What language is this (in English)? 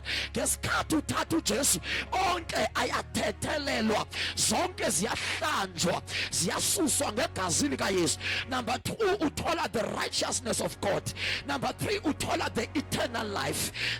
Zulu